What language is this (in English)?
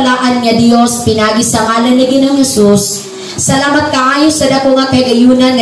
Cebuano